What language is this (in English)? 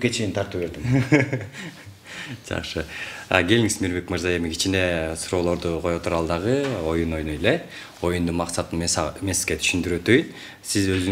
Kyrgyz